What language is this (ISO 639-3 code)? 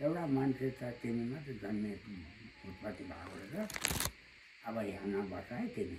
nep